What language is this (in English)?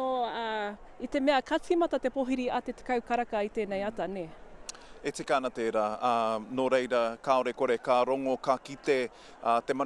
Māori